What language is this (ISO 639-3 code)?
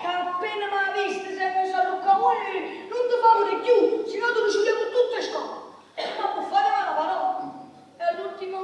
nap